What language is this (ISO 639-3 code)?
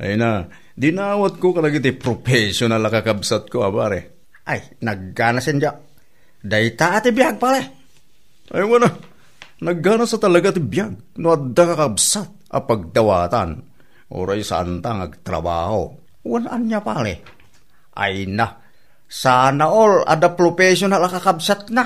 ilo